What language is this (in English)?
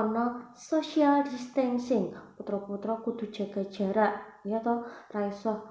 Javanese